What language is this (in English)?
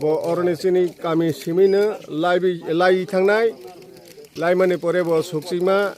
Kok Borok